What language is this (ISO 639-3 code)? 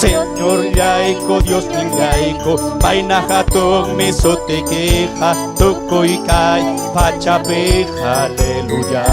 quy